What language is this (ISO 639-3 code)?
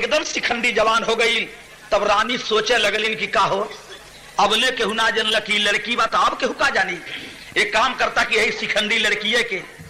bho